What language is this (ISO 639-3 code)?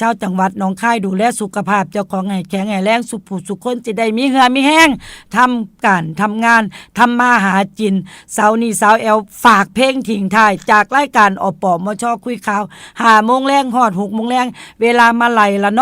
tts